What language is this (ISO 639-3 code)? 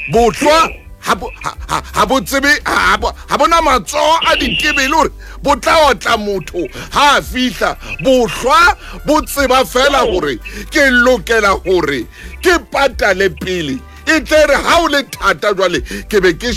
sot